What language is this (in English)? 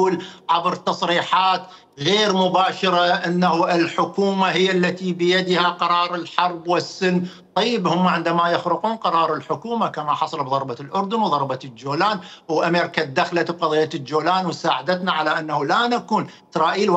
Mesopotamian Arabic